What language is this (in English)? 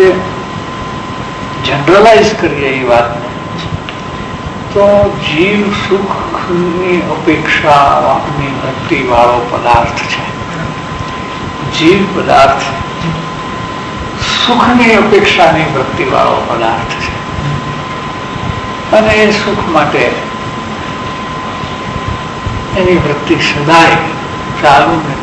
Gujarati